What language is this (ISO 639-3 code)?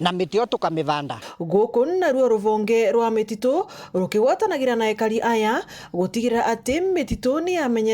mer